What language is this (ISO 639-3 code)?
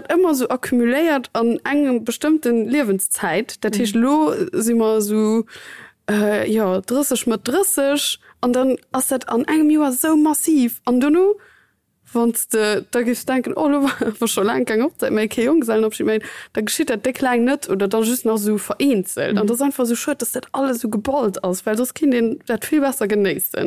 ltz